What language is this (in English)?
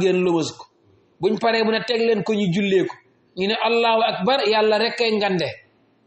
Wolof